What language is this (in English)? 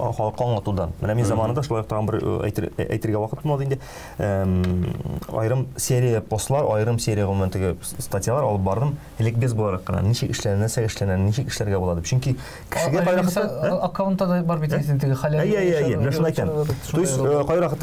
Tatar